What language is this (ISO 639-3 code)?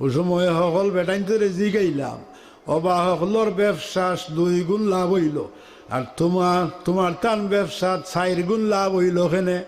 syl